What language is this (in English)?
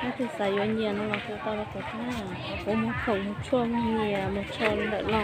Hmong